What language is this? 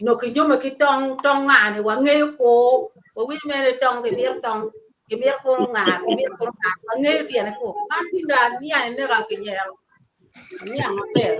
Acoli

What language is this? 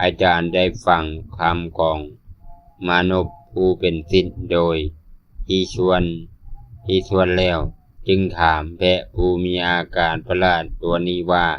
Lao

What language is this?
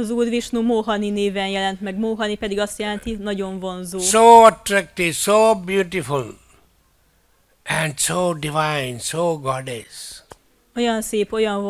Hungarian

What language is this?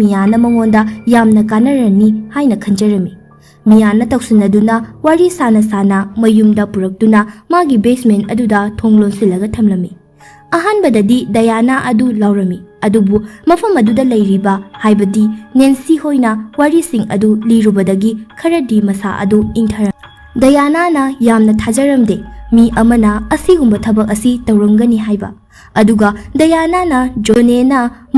Manipuri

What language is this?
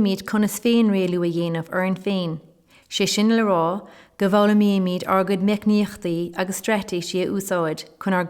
Irish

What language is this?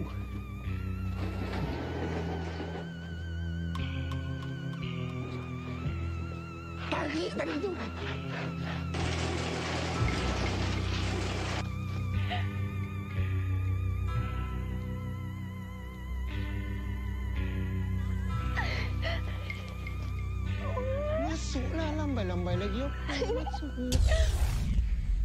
Malay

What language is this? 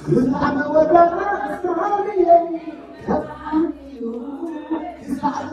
Tigrinya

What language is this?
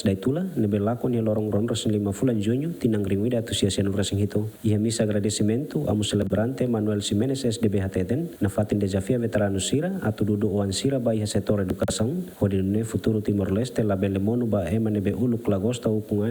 Tetum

